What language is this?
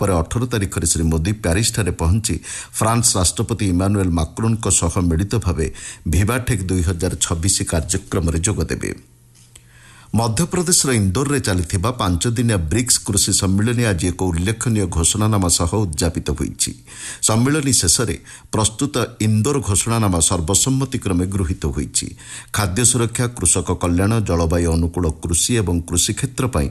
Odia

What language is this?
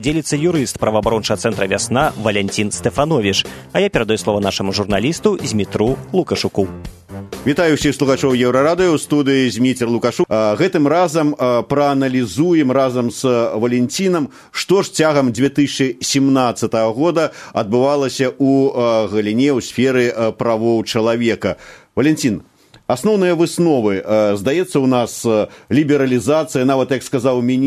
Belarusian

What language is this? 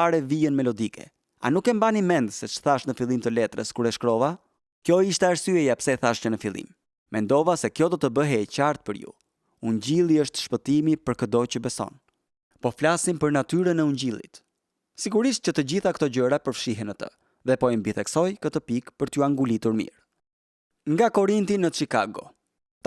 Albanian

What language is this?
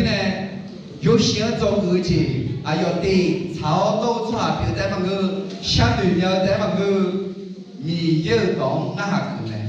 Akha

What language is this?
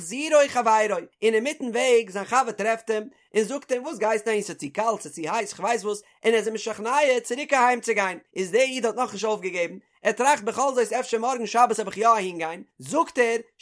Yiddish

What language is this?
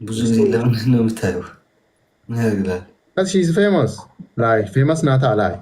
Amharic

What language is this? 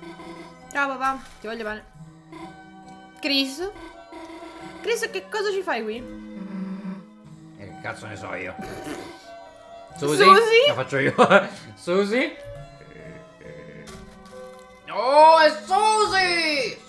Italian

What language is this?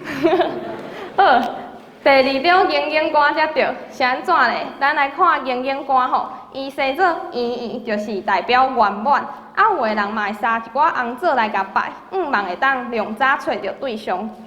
Min Nan Chinese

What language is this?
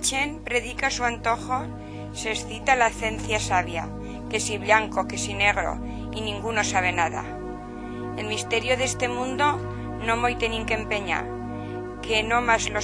Aragonese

